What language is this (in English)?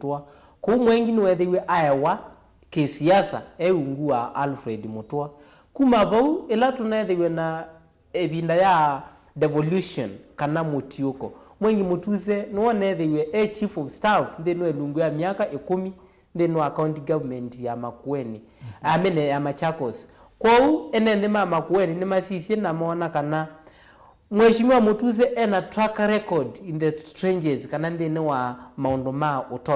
Kamba